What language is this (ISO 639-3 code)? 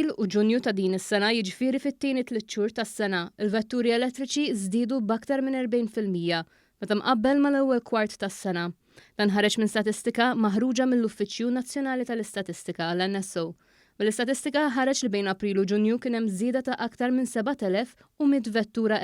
mlt